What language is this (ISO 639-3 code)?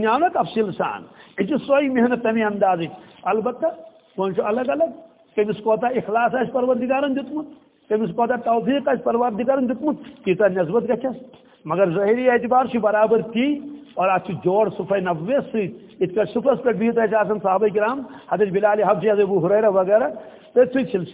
kas